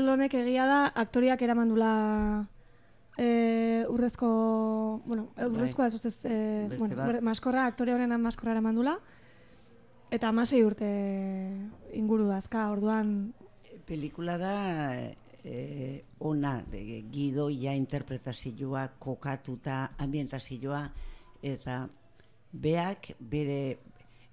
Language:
Basque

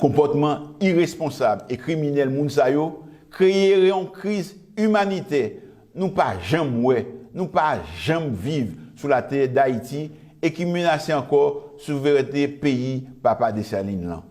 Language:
Haitian Creole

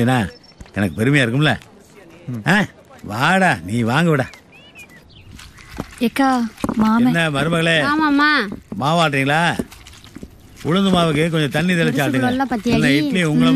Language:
Tamil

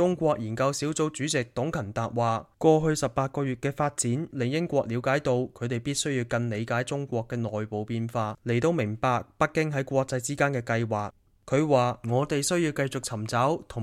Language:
Cantonese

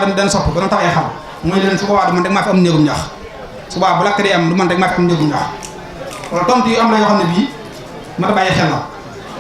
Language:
Wolof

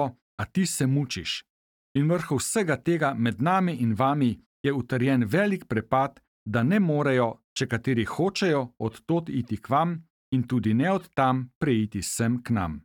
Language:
Slovenian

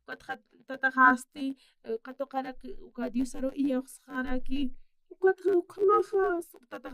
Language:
Aymara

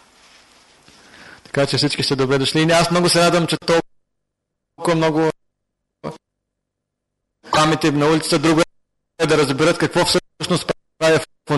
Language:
Bulgarian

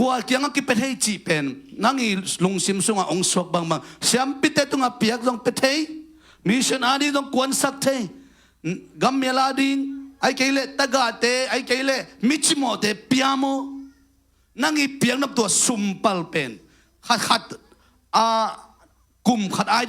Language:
Tedim Chin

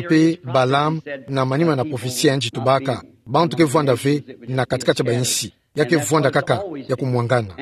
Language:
Kituba (Democratic Republic of Congo)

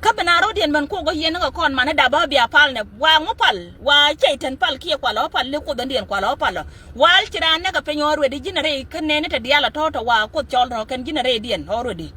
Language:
Nuer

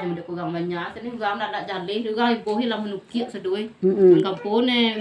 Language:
Minangkabau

